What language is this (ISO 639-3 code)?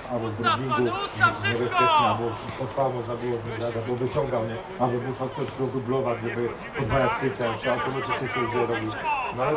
pol